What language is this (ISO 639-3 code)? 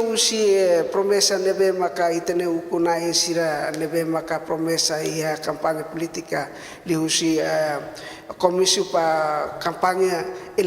tet